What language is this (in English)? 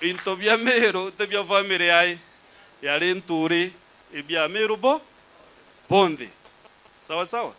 Meru